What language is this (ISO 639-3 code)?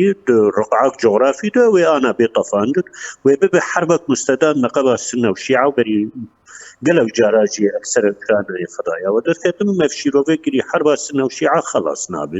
kur